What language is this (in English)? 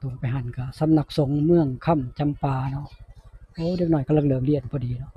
Northeastern Thai